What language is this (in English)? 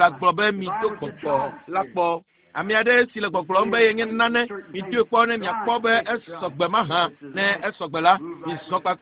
Ewe